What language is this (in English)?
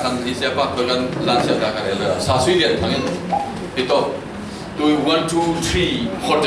Falam Chin